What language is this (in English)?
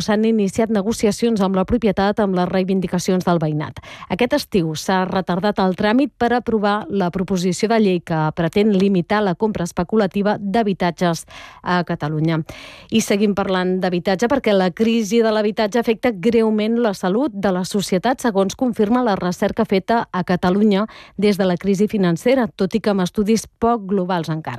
Catalan